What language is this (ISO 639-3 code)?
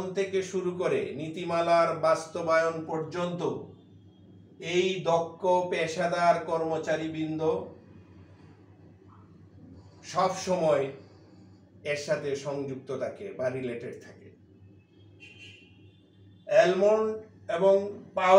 ben